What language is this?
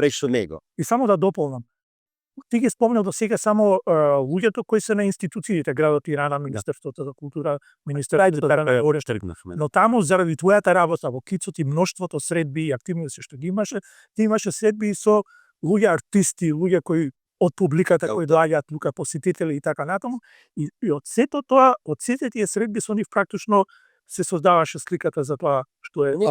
Macedonian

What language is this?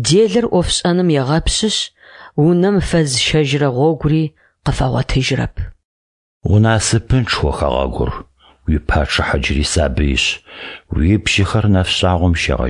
Adyghe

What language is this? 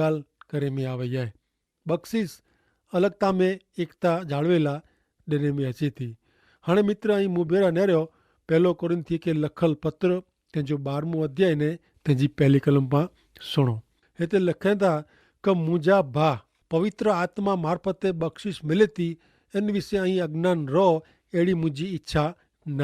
Kachhi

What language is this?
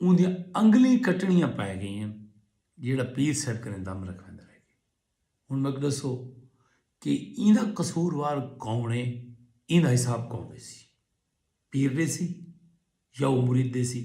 Saraiki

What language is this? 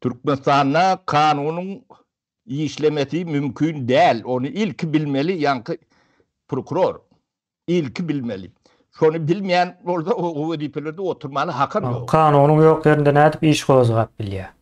Turkmen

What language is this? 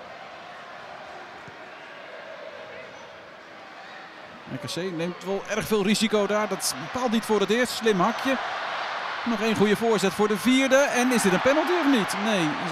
Dutch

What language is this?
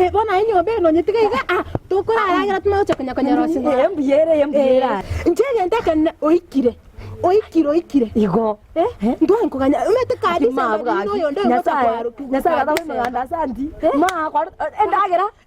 Gusii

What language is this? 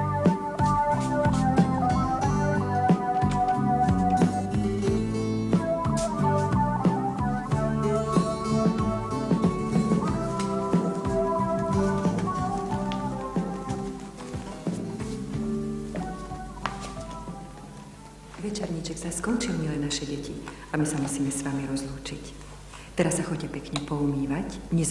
Slovak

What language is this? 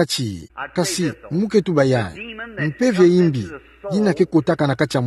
Kituba (Democratic Republic of Congo)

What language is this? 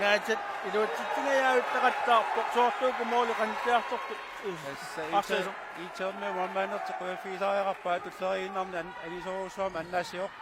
Kalaallisut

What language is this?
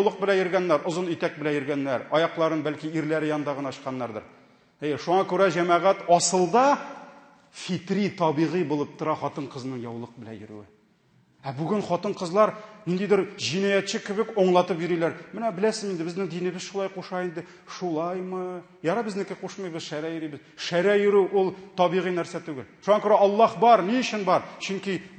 Tatar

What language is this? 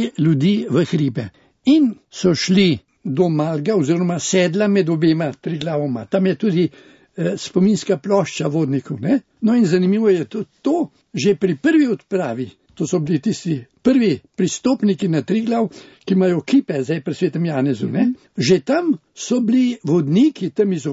Slovenian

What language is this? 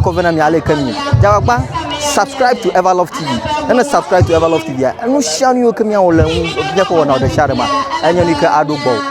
Ewe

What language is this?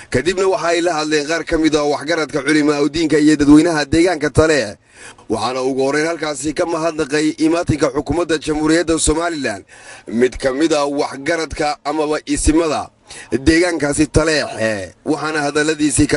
Somali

